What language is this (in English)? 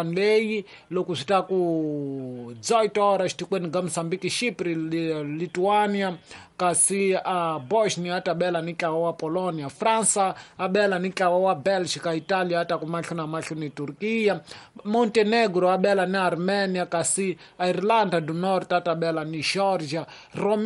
Tsonga